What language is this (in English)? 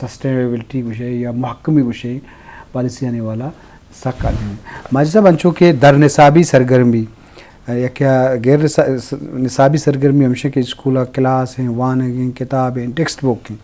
Eastern Balochi